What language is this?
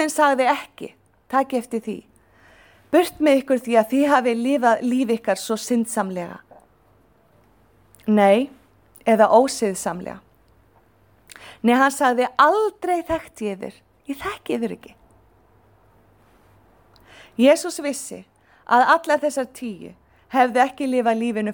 Icelandic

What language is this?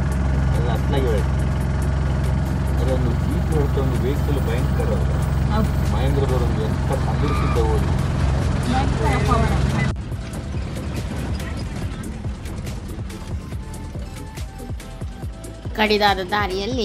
Kannada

